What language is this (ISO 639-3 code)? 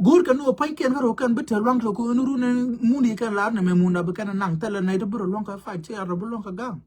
nus